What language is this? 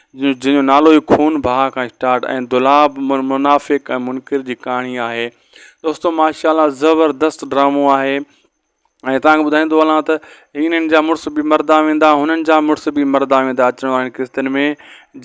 Sindhi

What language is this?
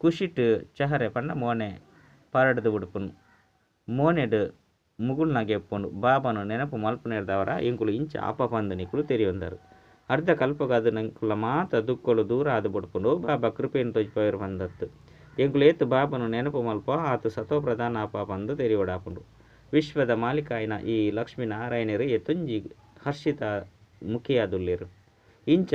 Tulu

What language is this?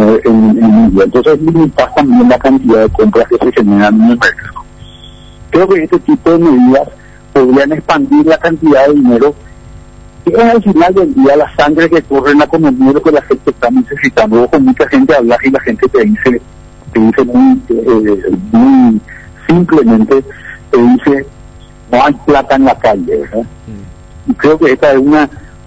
Spanish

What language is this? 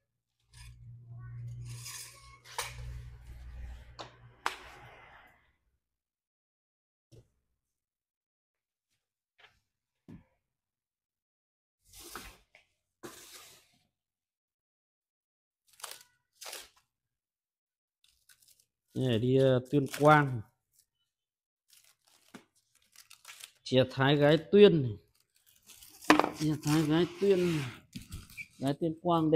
Vietnamese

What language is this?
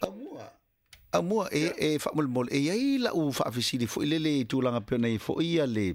Samoan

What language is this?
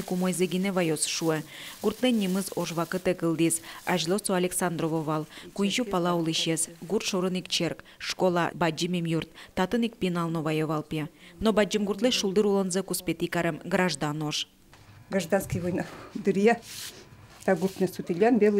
Udmurt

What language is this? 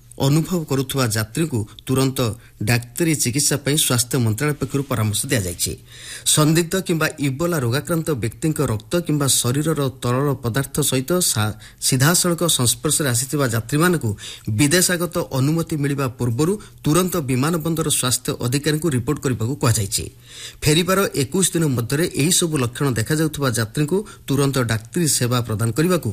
Odia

